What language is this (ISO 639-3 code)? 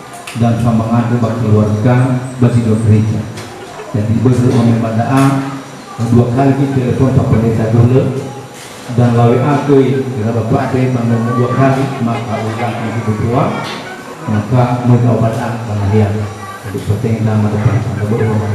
nia